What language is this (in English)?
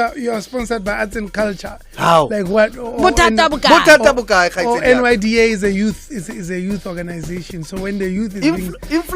Southern Sotho